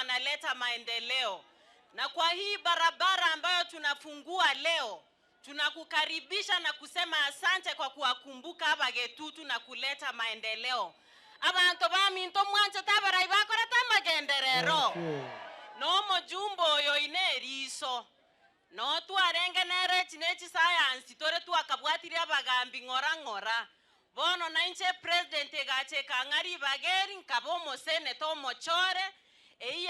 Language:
Gusii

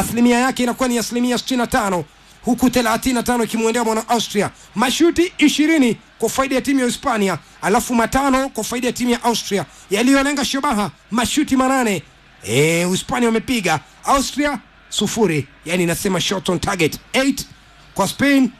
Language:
Swahili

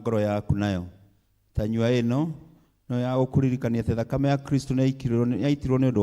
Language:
Kikuyu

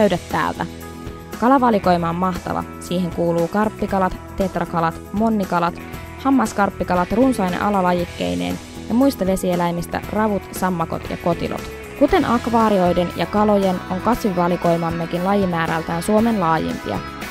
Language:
Finnish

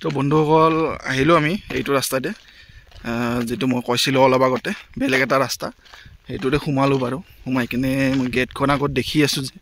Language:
Assamese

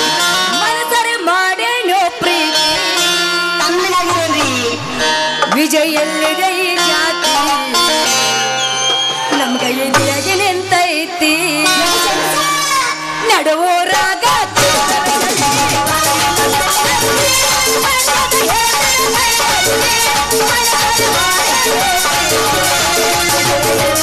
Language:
Kannada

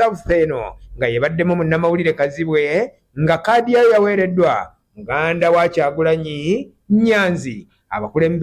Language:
Ganda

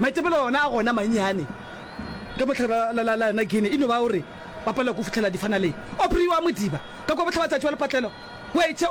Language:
Northern Sotho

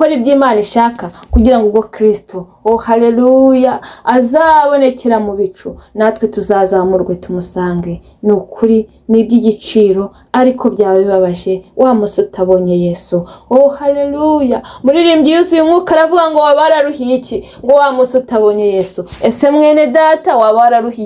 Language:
Kinyarwanda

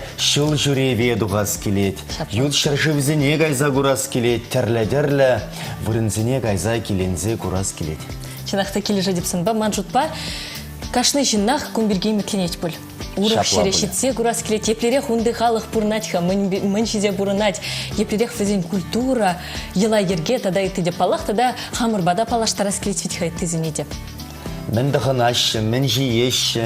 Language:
Chuvash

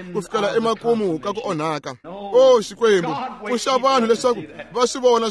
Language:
Tsonga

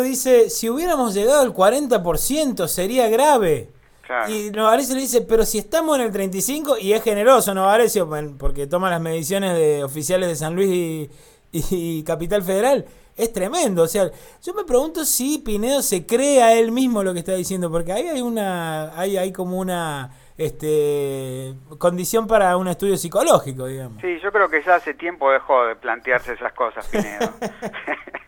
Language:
Spanish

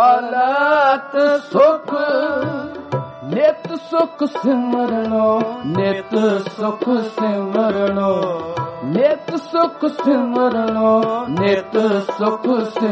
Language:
Punjabi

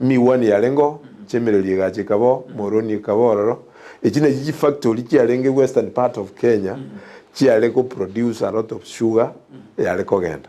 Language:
Gusii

